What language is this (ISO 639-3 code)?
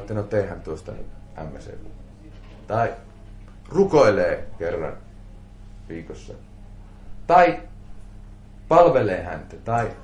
fin